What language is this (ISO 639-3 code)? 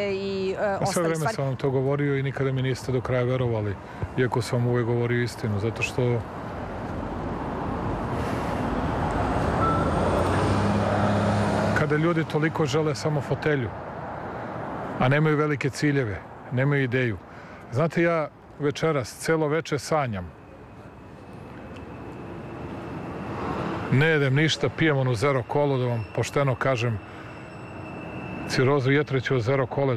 srp